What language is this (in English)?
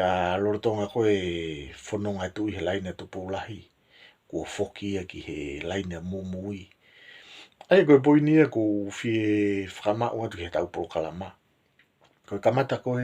Tongan